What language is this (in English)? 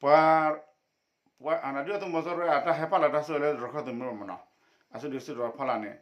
S'gaw Karen